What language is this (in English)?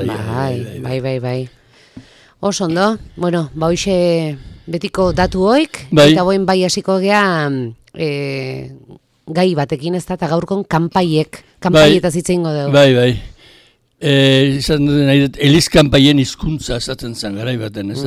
Basque